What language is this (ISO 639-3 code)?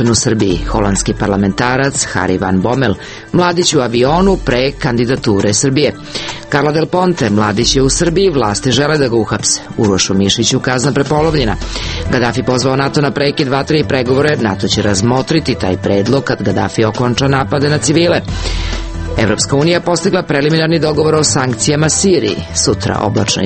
srp